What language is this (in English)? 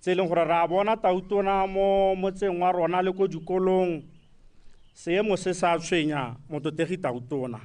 Tswana